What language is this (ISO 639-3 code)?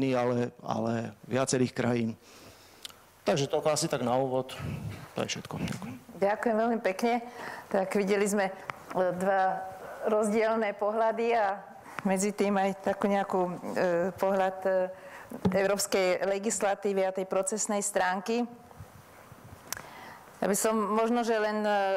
slk